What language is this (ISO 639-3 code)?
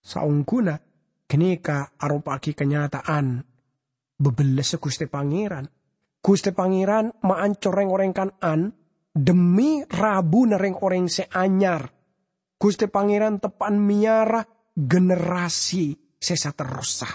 mad